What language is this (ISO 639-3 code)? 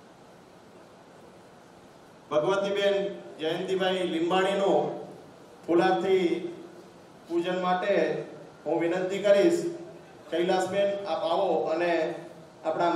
guj